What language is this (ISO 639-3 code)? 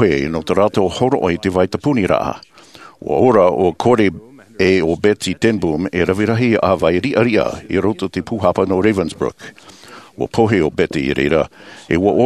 tah